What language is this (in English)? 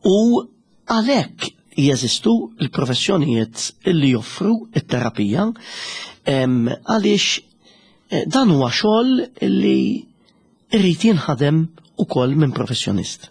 Maltese